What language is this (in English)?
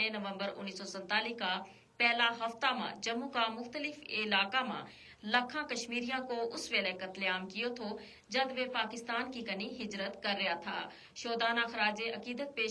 Gujari